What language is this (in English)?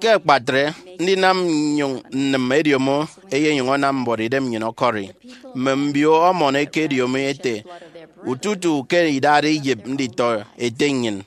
Efik